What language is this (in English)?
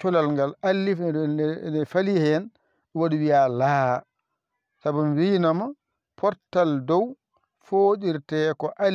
Fula